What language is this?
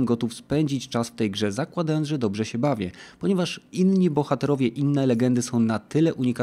Polish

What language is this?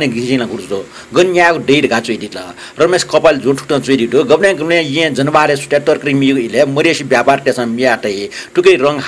Newari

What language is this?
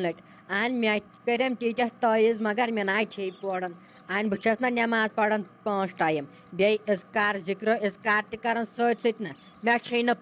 Kashmiri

